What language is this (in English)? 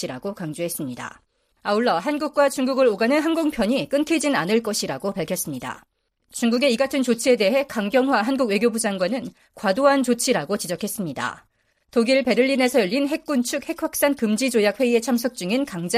Korean